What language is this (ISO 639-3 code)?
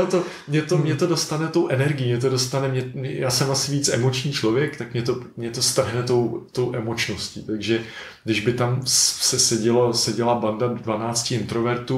ces